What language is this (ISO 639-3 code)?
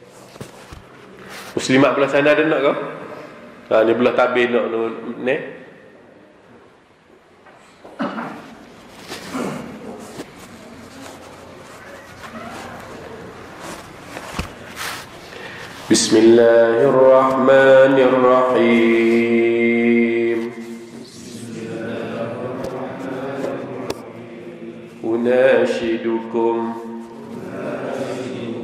msa